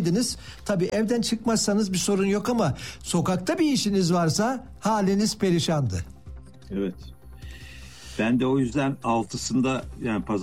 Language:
Turkish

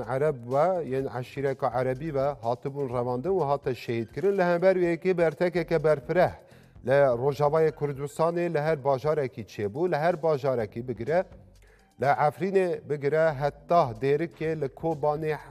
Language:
Kurdish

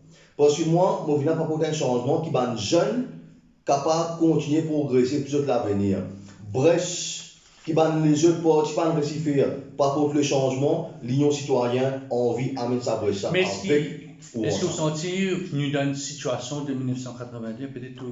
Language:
Morisyen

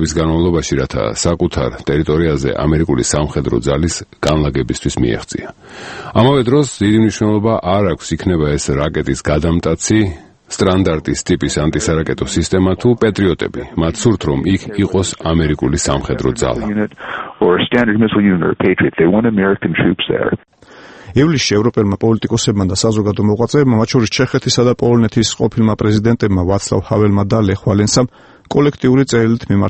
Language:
Georgian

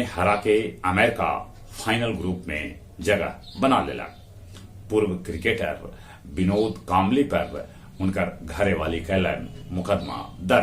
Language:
Magahi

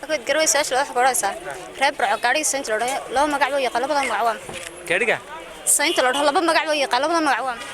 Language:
Somali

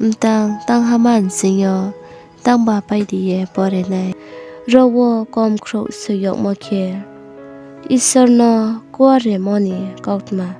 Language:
Riang (India)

